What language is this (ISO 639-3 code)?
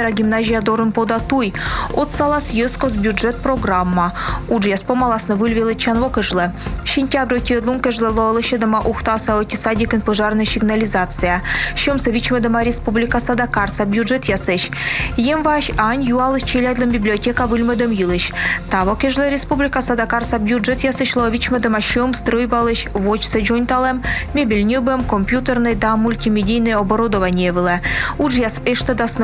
kom